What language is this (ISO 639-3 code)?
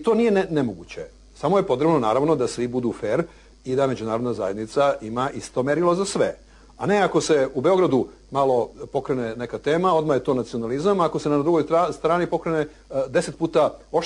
srp